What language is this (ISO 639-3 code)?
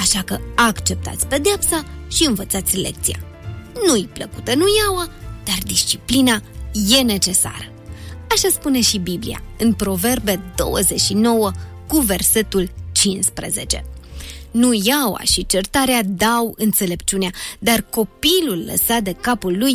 ron